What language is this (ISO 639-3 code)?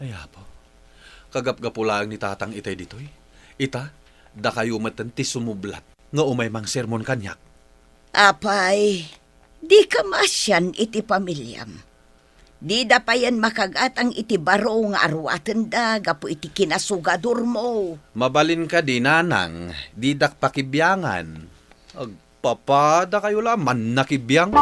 ilo